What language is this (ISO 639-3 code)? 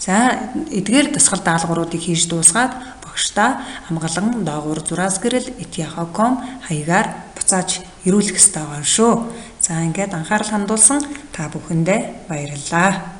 mon